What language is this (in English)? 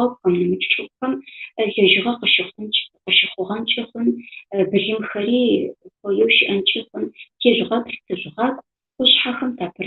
Adyghe